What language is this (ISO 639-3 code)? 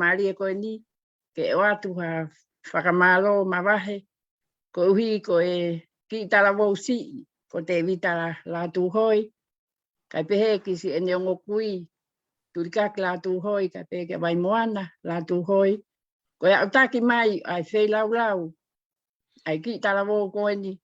ton